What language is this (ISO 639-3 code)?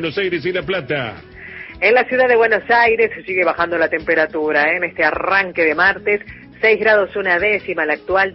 spa